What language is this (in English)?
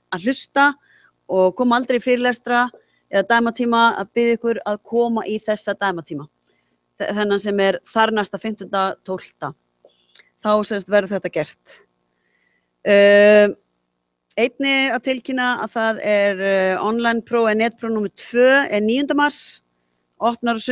Icelandic